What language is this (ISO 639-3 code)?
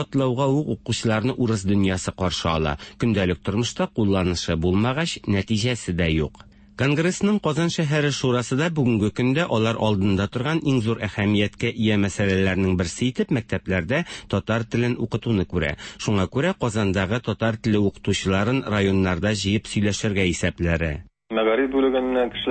tat